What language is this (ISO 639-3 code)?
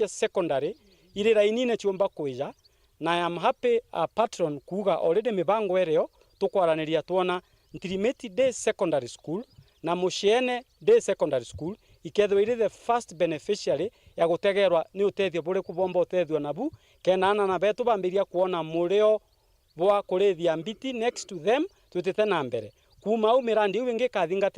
mer